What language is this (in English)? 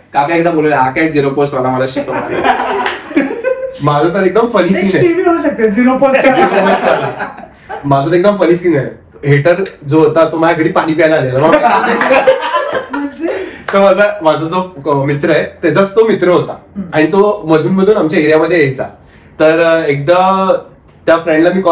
Marathi